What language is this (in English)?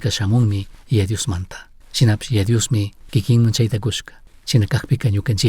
Chimborazo Highland Quichua